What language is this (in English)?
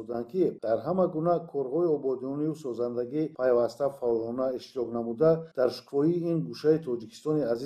Tajik